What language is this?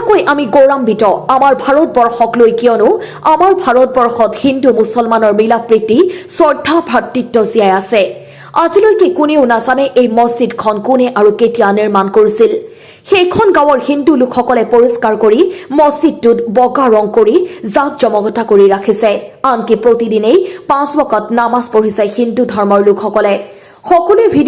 Assamese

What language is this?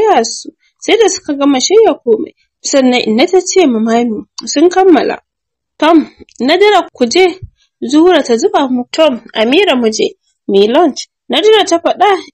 Hausa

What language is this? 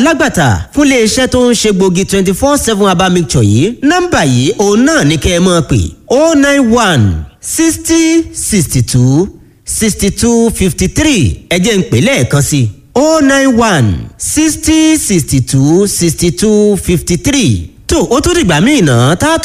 Yoruba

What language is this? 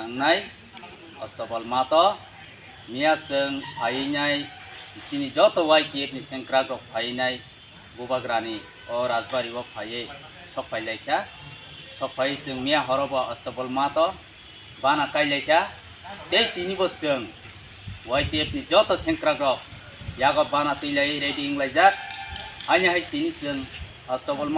Kok Borok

